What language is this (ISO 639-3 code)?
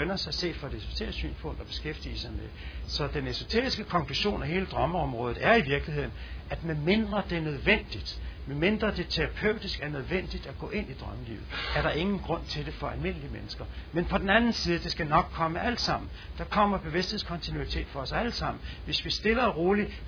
dan